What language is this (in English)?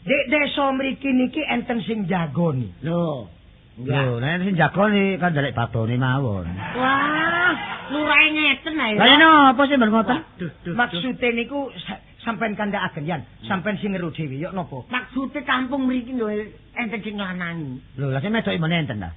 Javanese